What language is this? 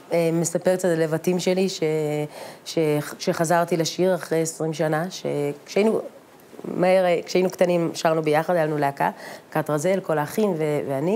Hebrew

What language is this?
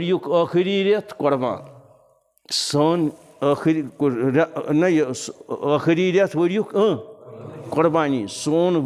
Kashmiri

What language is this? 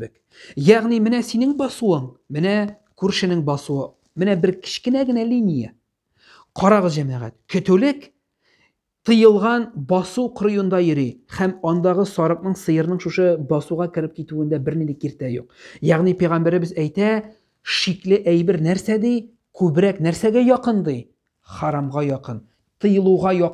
Tatar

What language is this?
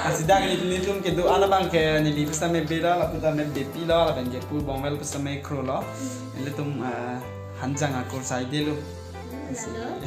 Karbi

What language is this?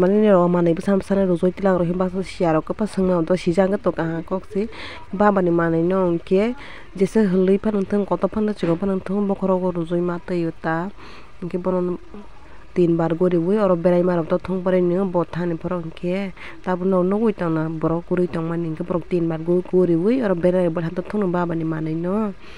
Kok Borok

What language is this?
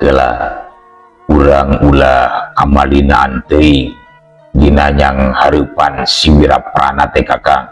Sundanese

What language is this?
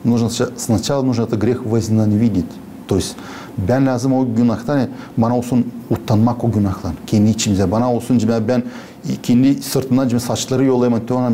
Gagauz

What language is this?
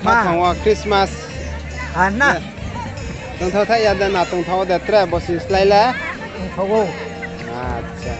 Riang (India)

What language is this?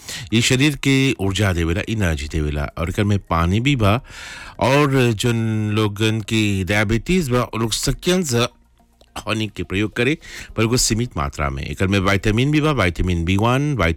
Bhojpuri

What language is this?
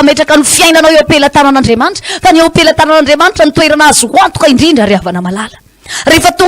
Malagasy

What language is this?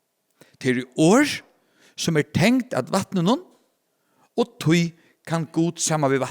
Faroese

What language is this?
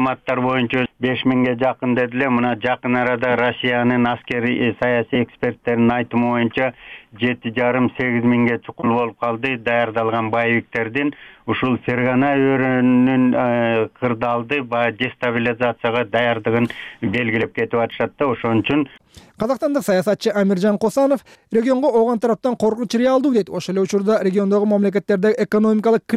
Kyrgyz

